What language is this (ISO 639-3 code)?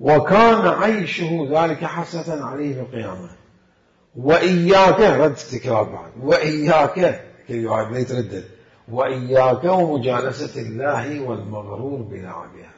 acm